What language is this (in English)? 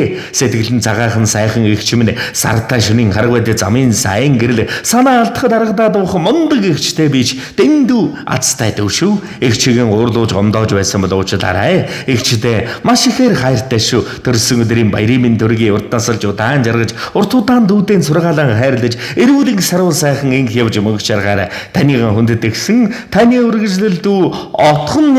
Mongolian